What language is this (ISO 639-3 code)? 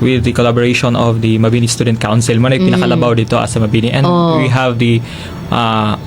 ceb